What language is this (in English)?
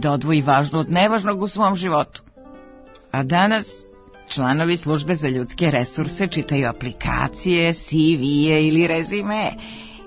Serbian